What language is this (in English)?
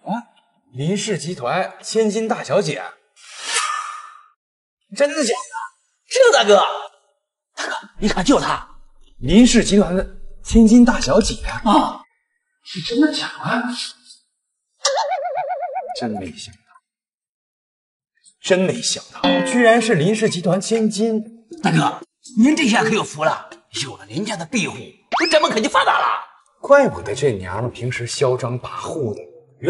Chinese